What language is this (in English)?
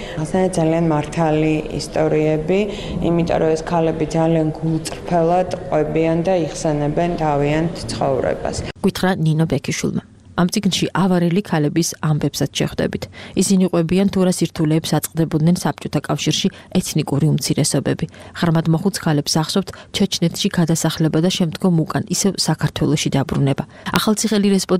Georgian